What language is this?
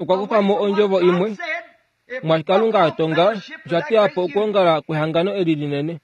Kuanyama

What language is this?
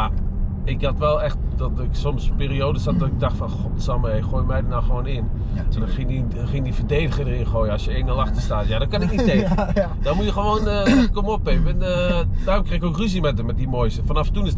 Dutch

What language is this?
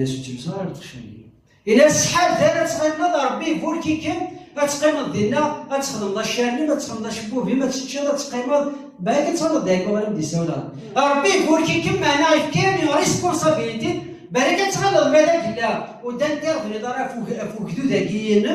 Kabyle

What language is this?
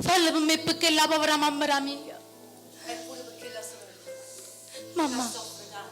Neapolitan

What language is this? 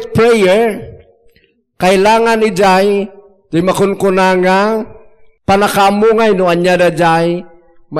Iloko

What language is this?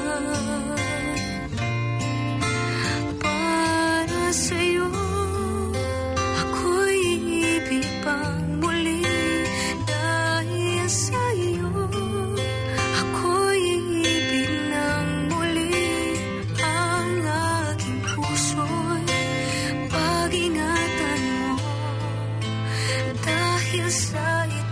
Filipino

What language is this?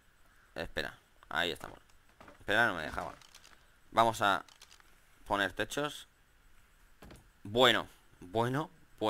Spanish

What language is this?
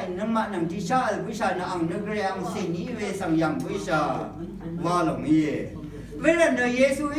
Rawang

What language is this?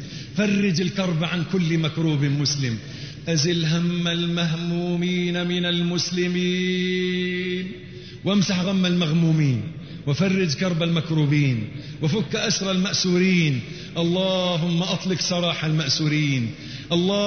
Arabic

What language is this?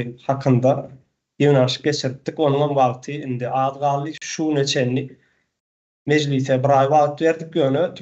Turkmen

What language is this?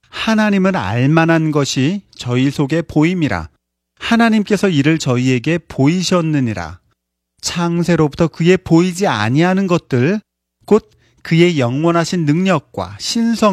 Korean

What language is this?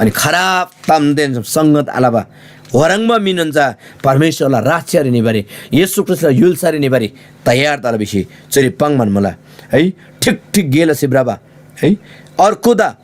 Eastern Tamang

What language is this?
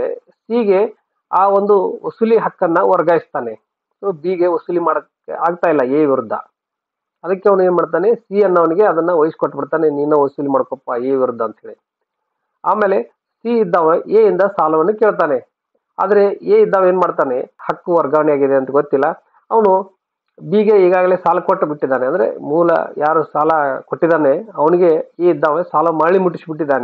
Kannada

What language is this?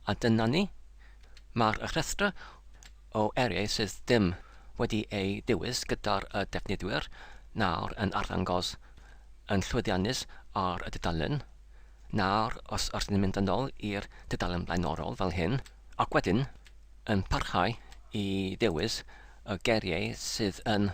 Welsh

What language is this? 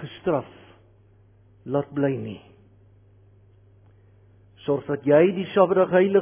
Afrikaans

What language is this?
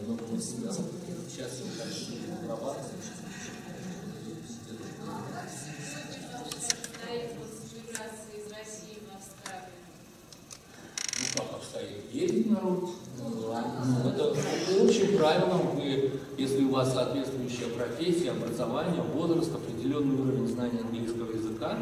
Russian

